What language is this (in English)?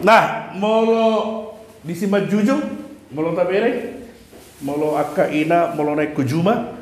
Batak Toba